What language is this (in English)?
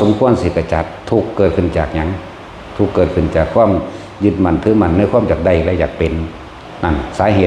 Northeastern Thai